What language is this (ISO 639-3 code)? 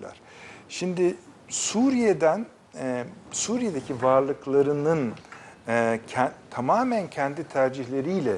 tur